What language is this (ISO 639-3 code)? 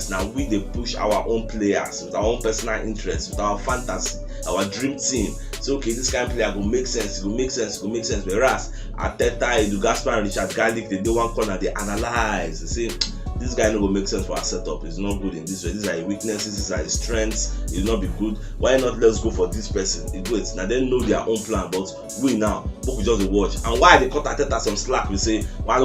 pcm